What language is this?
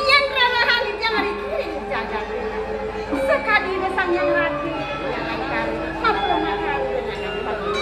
Balinese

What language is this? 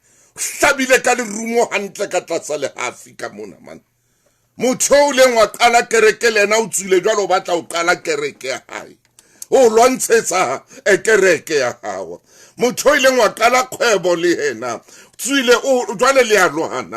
Southern Sotho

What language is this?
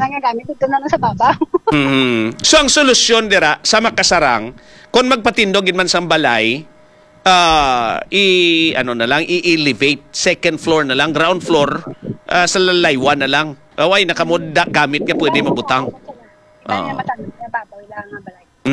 Hiligaynon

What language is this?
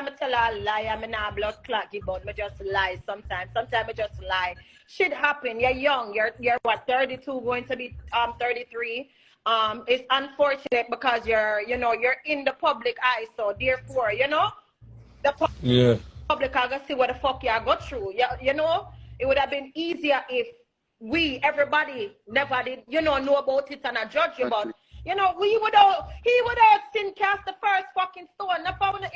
Jamaican Creole English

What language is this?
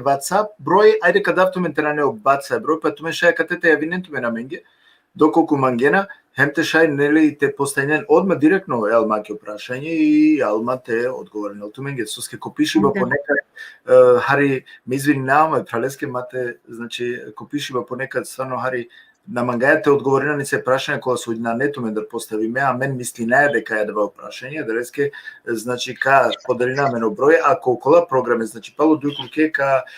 Balkan Romani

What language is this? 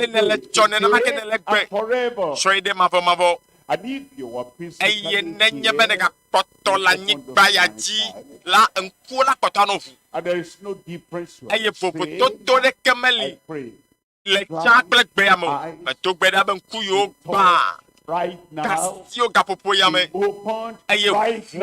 Ewe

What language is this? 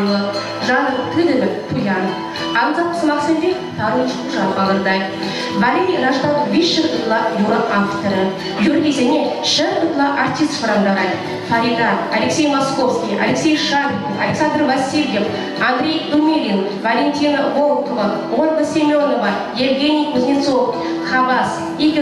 Chuvash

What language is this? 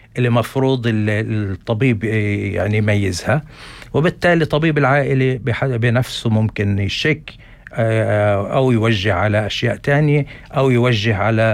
North Levantine Arabic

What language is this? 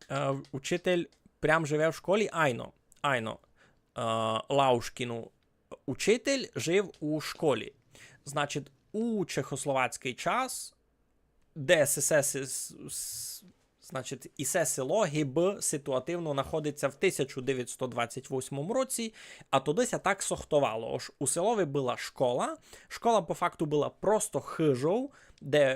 Rusyn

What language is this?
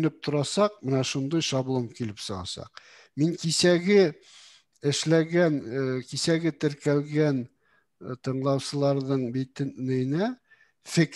Bashkir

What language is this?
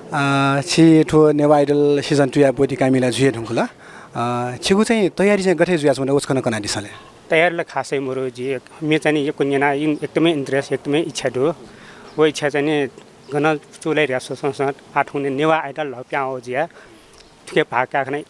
Newari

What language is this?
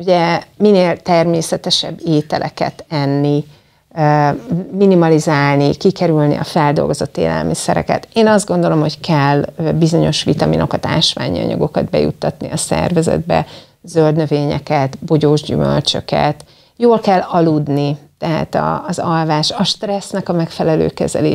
Hungarian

